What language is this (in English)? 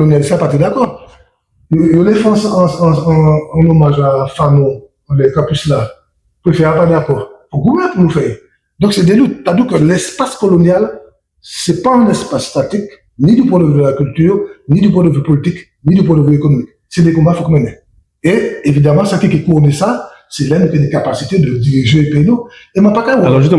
Guadeloupean Creole French